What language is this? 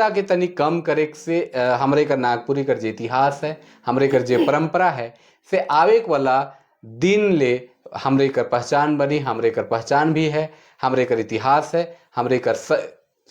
Sadri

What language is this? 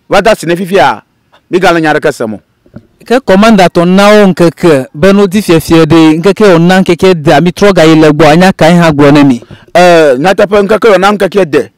Ewe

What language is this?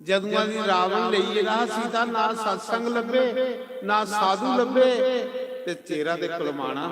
Dogri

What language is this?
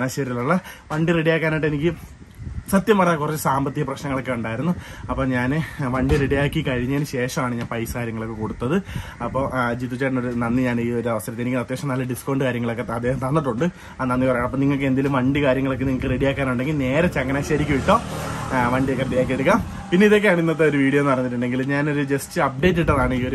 Malayalam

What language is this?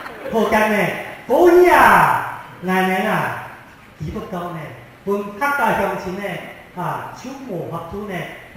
Hakka Chinese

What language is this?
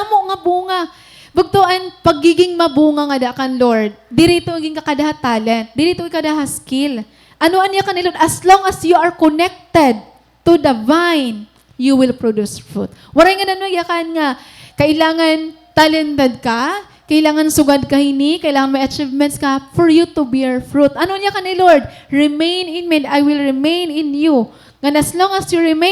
Waray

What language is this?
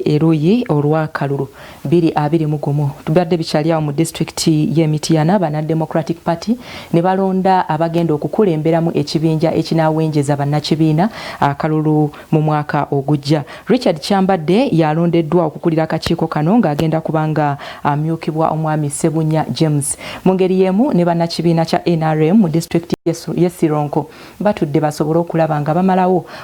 Ganda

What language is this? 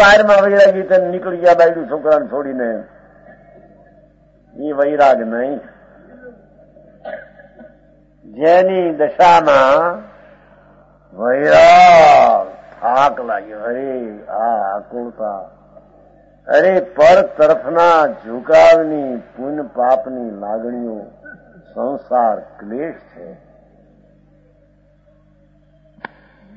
Gujarati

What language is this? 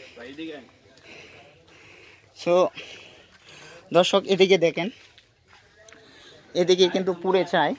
Bangla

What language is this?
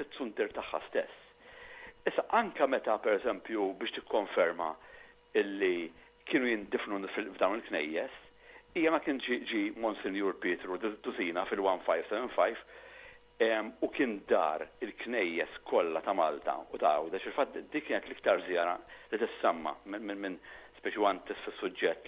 Maltese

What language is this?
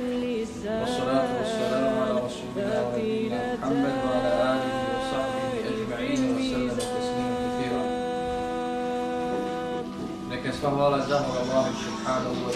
Bosnian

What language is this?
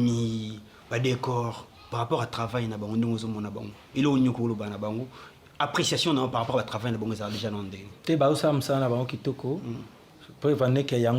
Lingala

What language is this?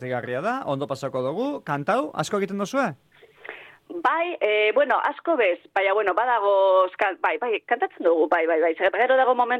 Basque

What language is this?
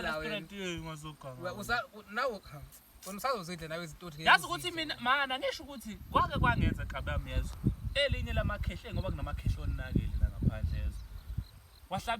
Zulu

